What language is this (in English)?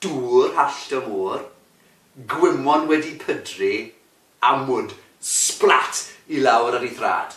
Welsh